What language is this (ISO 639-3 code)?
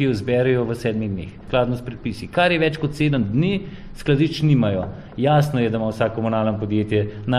slv